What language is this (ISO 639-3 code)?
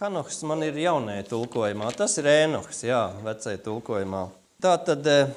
lav